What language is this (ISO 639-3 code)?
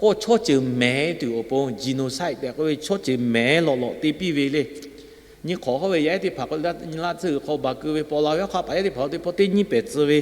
lhu